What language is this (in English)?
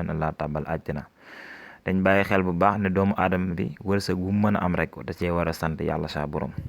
Wolof